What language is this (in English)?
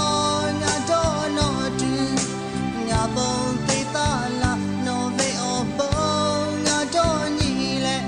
Lahu